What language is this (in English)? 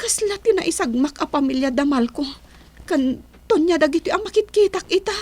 Iloko